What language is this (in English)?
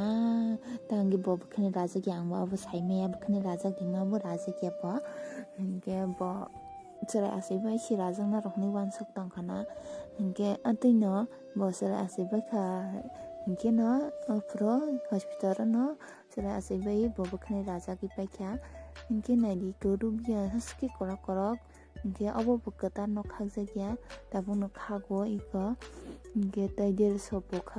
Kok Borok